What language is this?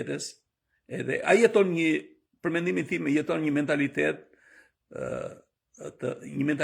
Albanian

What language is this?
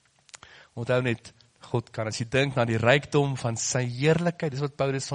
Afrikaans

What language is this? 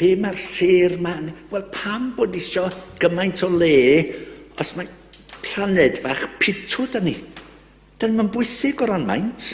Welsh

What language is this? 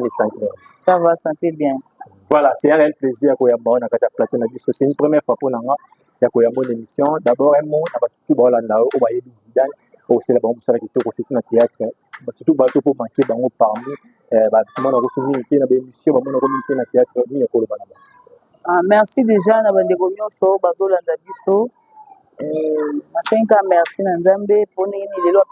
Lingala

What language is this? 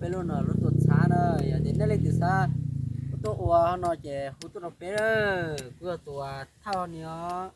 Hmong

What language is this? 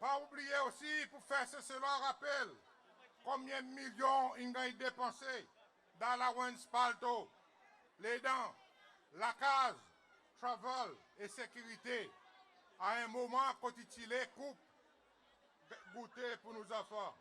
Seselwa Creole French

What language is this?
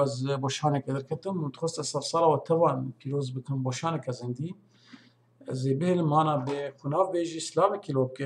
Kurdish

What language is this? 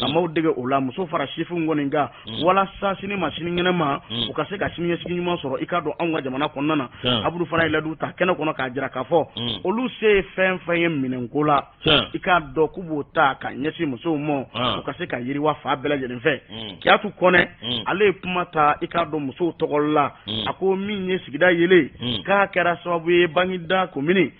Bambara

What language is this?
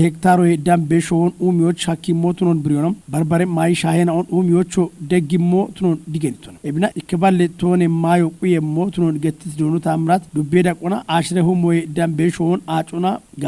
Kafa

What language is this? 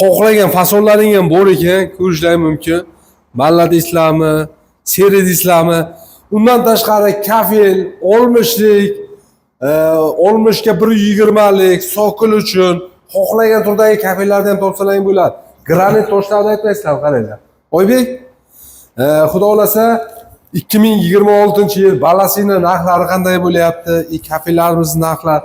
Uzbek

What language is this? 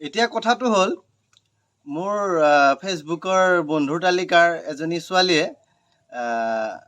Assamese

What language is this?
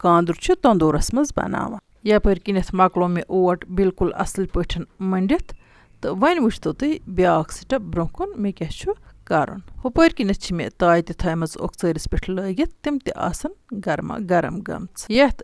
Kashmiri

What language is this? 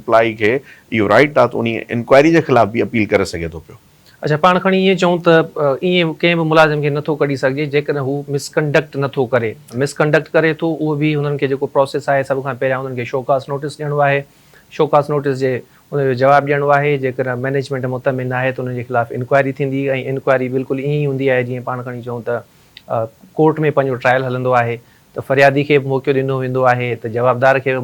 Sindhi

